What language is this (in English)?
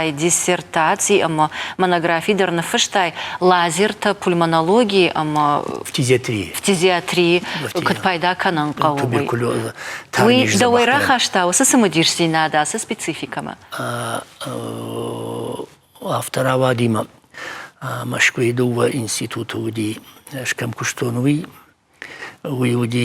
Ossetic